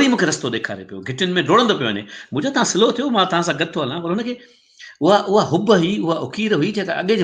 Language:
Sindhi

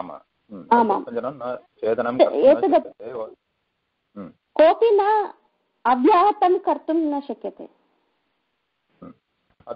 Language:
Sanskrit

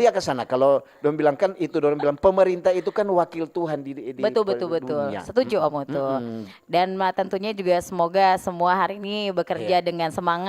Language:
Manado Malay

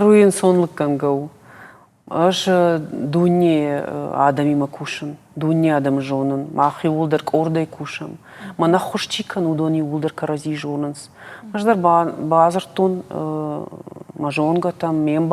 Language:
Ossetic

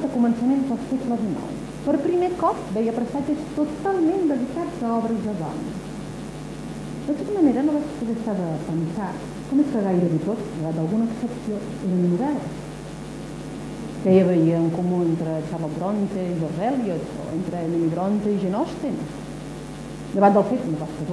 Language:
Catalan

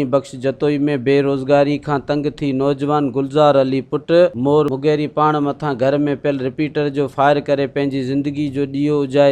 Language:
Sindhi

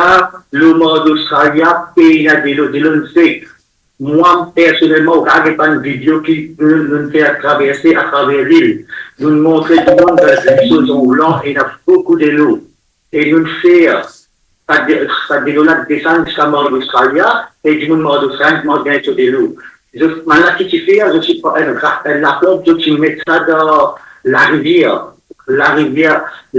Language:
Morisyen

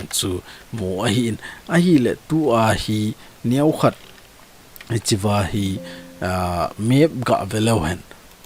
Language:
Thado Chin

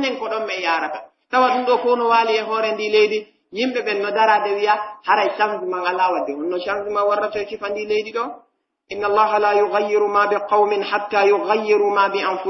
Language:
Pular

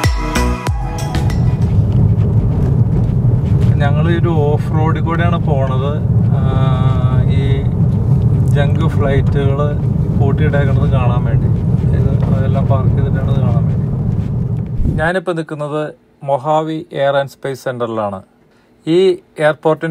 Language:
Malayalam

